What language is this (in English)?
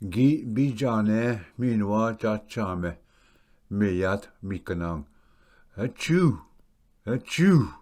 Ojibwa